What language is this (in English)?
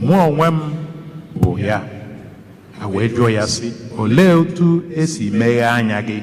Igbo